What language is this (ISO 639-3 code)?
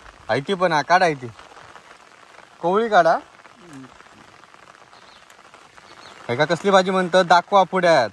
mar